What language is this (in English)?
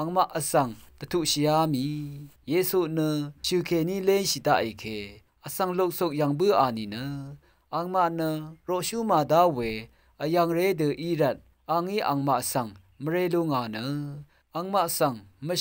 Rawang